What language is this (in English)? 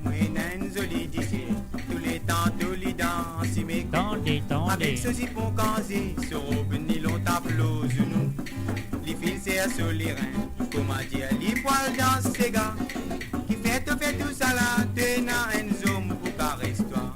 Morisyen